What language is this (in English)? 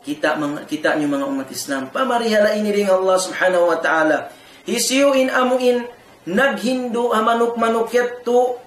Tausug